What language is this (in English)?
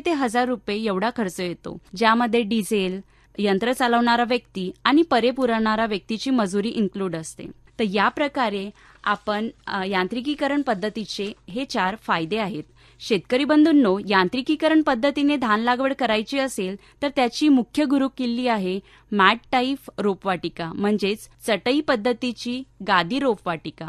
Marathi